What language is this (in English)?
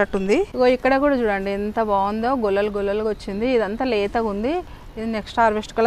Telugu